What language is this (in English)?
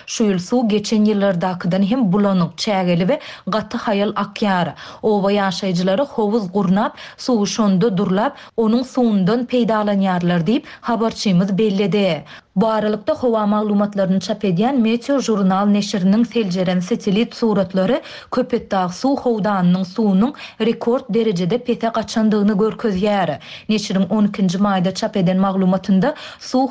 Turkmen